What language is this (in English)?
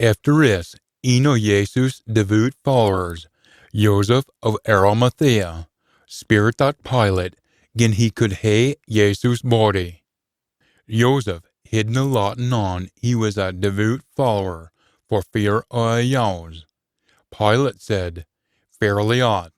Scots